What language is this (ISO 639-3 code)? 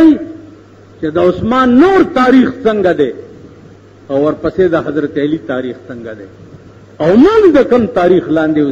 pus